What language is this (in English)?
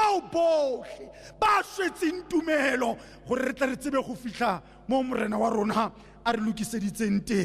Tswana